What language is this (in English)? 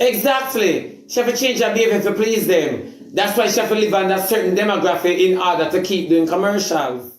Jamaican Creole English